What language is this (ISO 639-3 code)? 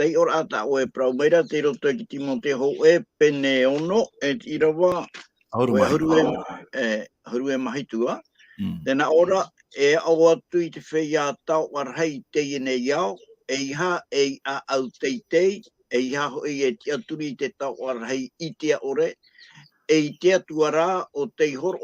tah